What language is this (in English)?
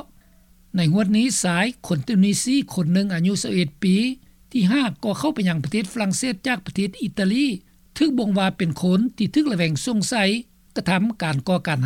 Lao